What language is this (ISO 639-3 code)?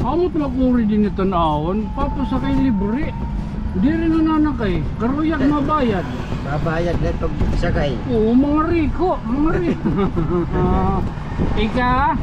war